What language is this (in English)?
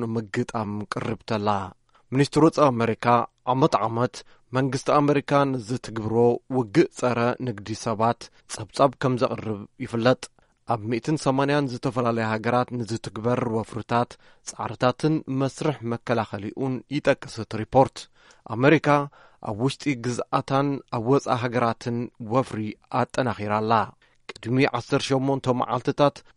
Tigrinya